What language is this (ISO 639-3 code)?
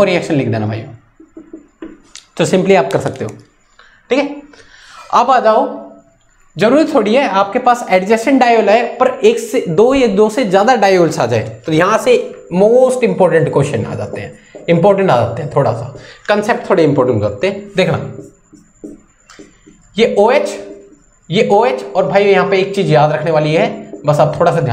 hin